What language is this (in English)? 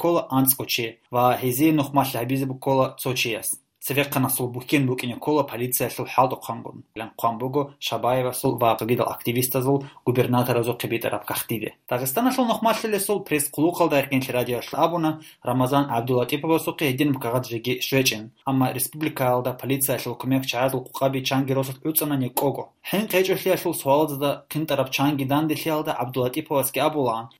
Avaric